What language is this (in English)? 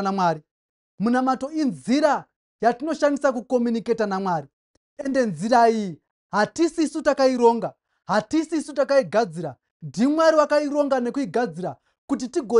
Shona